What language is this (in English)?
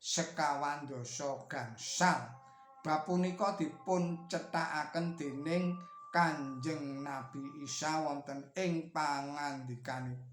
Javanese